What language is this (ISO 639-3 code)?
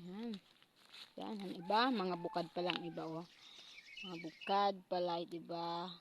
war